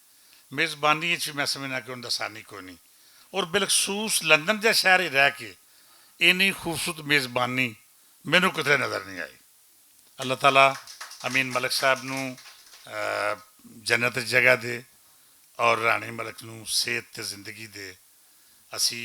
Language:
Western Panjabi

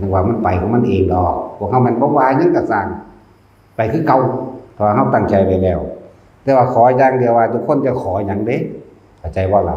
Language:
Northeastern Thai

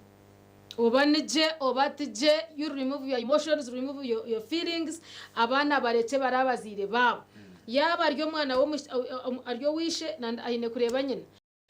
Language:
Nyankole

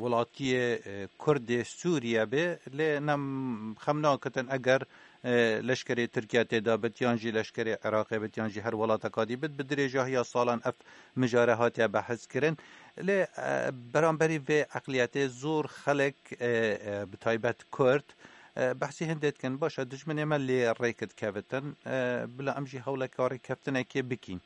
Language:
Kurdish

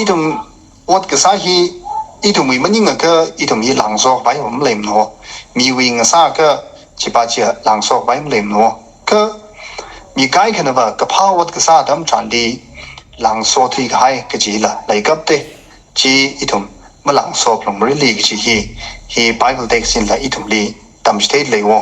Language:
Tangkhul Naga (India)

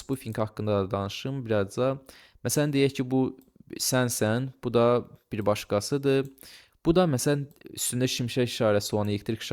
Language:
Azerbaijani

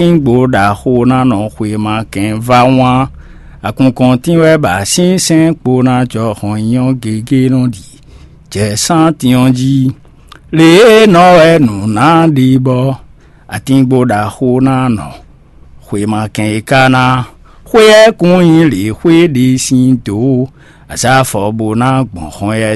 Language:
Fon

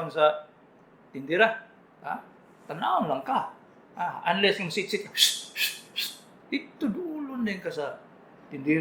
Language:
Cebuano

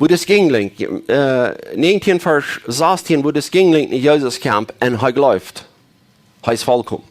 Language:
Plautdietsch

